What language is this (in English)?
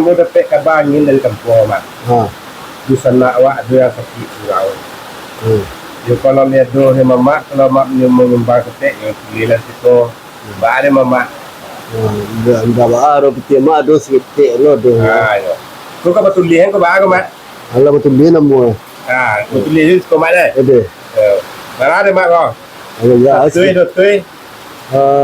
Minangkabau